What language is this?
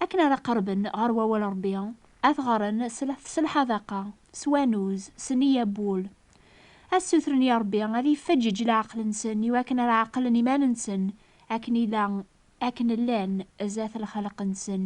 Kabyle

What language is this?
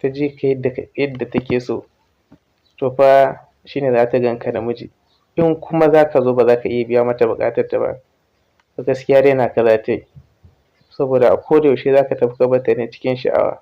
Hausa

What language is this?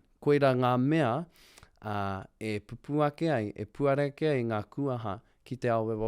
Māori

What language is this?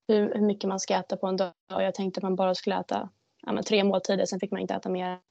Swedish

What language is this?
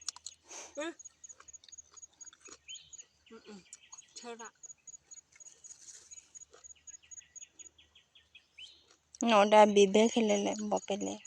S'gaw Karen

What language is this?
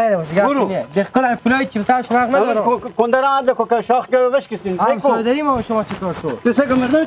Persian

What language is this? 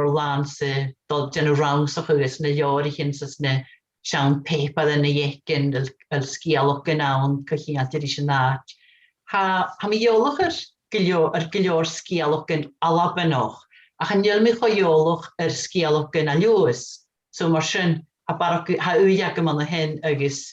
Scottish Gaelic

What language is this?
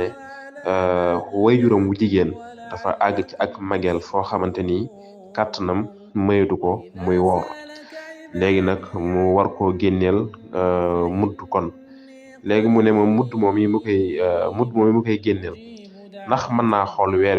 Wolof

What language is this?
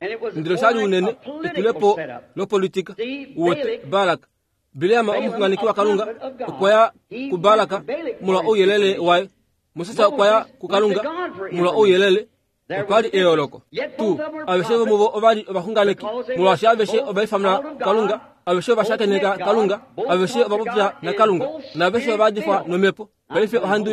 Kuanyama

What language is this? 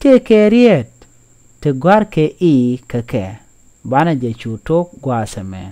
Nuer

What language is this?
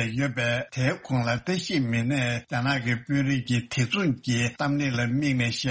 Tibetan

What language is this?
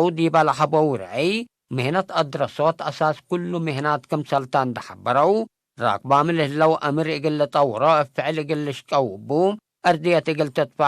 Tigre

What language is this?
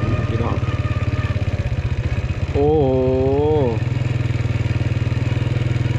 Thai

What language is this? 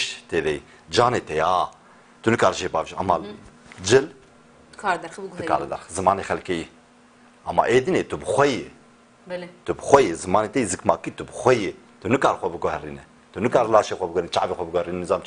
Kurdish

